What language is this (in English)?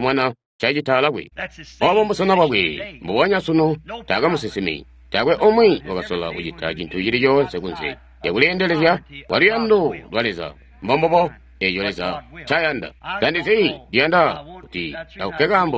Tonga (Zambia)